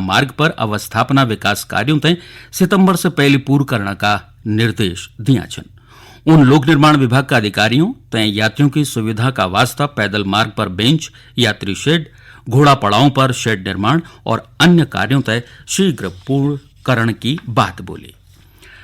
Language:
Garhwali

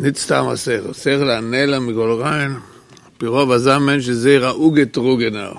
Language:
Yiddish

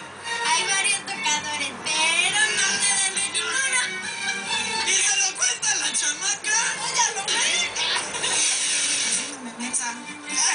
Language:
Spanish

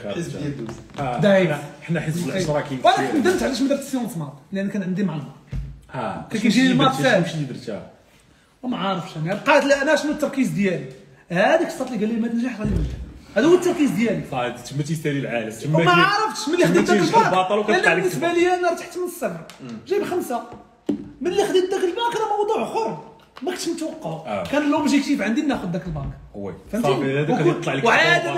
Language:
Moroccan Arabic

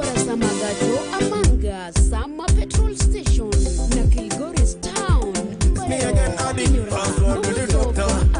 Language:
Gusii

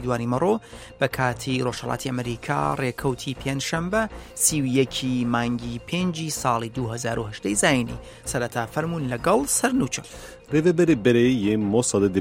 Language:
Central Kurdish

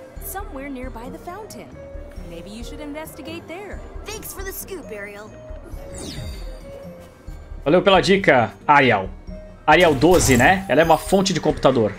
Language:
Portuguese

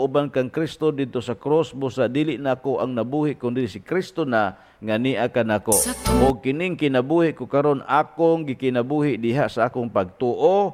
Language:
Cebuano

